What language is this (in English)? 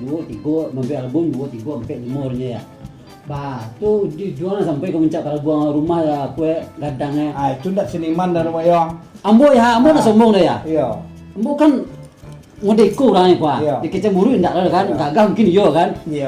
Minangkabau